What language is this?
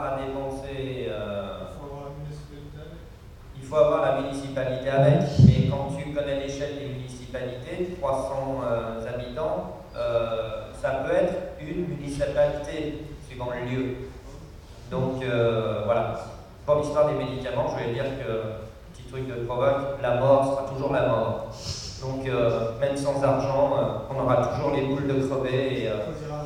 French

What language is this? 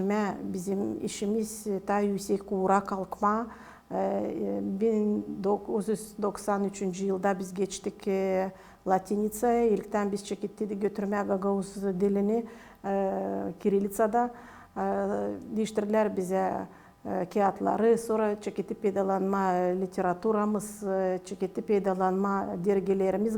Gagauz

